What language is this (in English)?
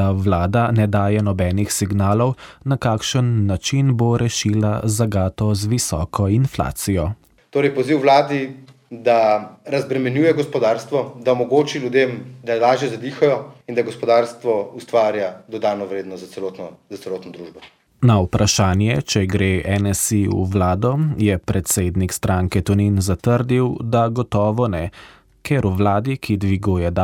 Slovenian